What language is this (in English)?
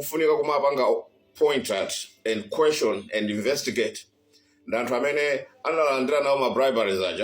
Nyanja